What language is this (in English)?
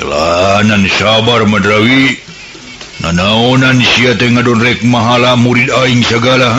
Sundanese